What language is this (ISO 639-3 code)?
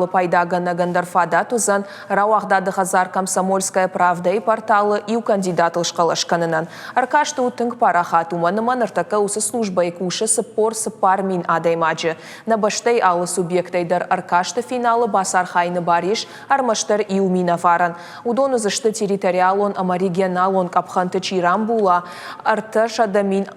oss